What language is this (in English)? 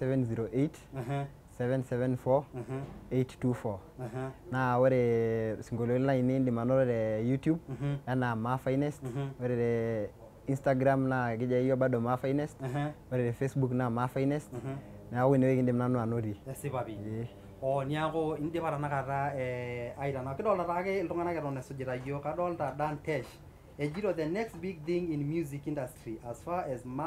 Masai